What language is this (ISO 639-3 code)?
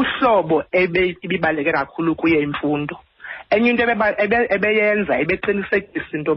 xho